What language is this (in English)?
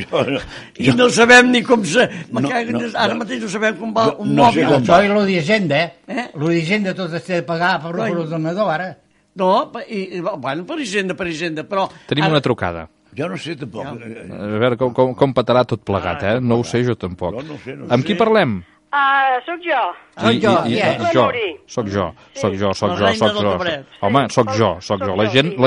Catalan